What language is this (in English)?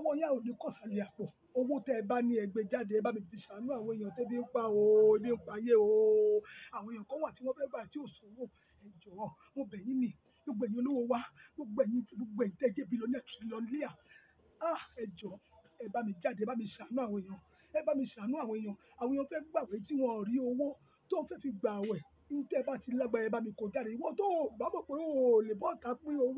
Yoruba